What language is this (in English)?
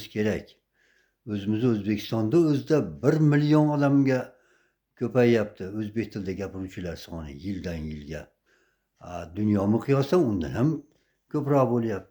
Uzbek